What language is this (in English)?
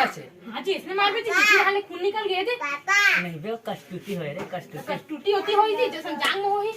Chhattisgarhi